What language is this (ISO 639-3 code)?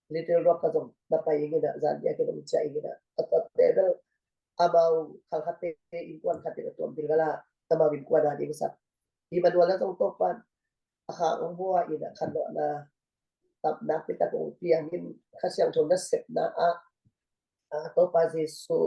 ctd